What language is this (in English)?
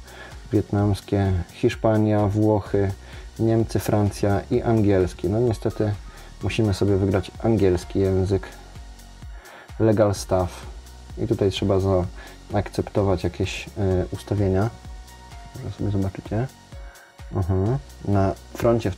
Polish